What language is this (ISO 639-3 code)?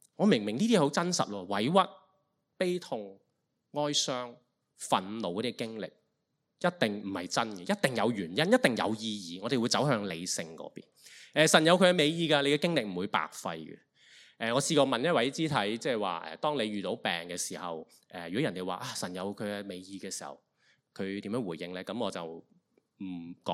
yue